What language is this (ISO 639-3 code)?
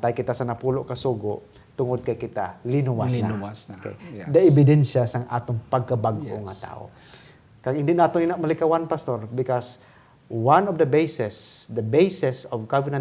hil